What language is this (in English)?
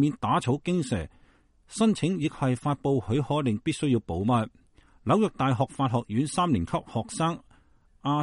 Cantonese